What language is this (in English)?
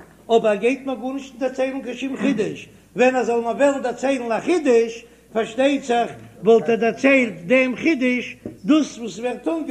Yiddish